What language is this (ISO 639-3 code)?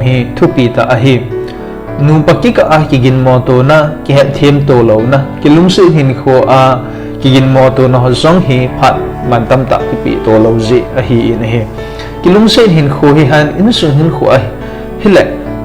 tcz